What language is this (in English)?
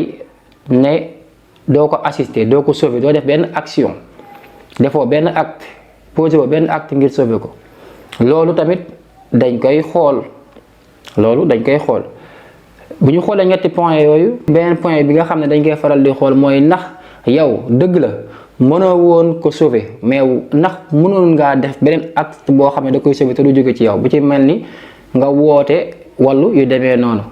Wolof